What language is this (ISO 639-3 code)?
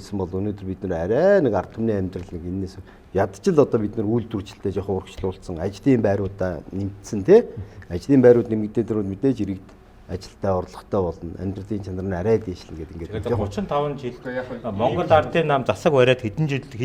mon